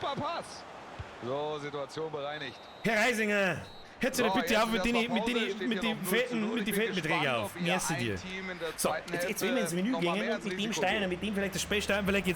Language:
Bavarian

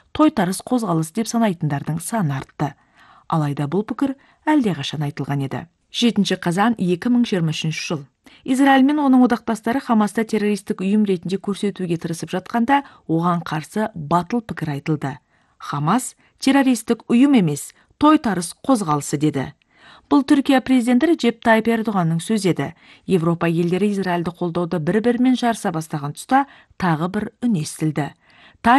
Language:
Kazakh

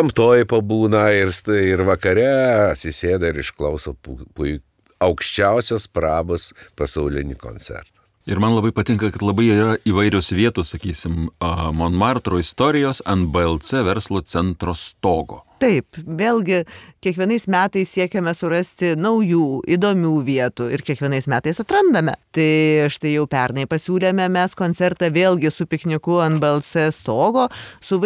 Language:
Lithuanian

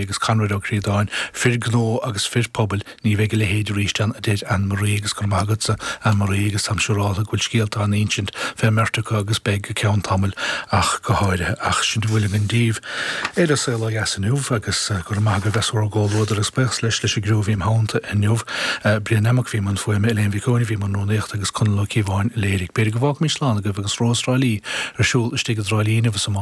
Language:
Irish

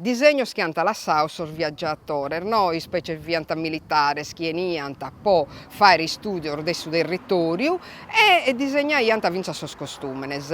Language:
Sardinian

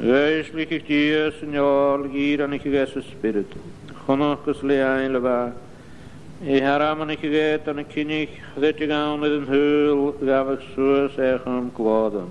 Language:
Scottish Gaelic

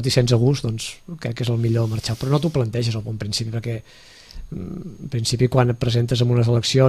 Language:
Catalan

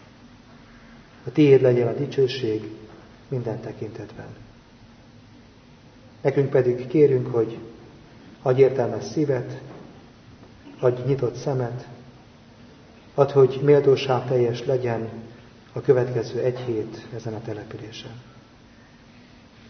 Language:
Hungarian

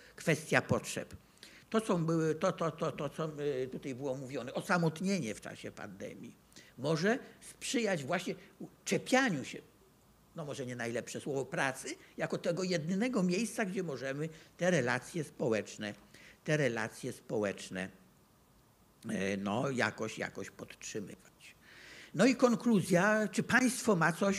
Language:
Polish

